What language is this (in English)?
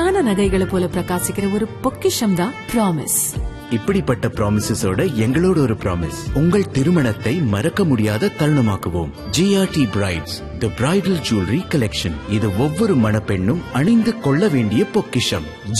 Tamil